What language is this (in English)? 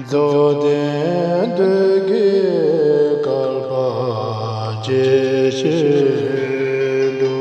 Tibetan